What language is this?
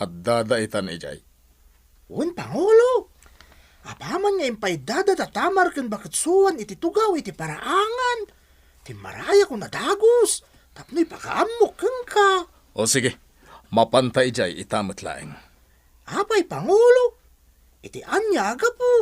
Iloko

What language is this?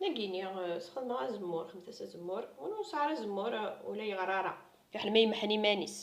Kabyle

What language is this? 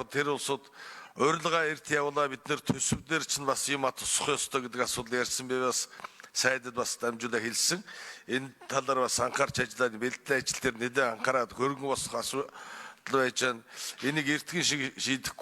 Mongolian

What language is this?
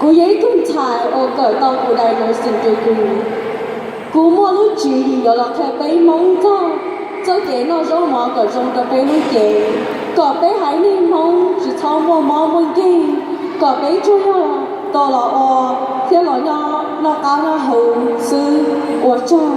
Hmong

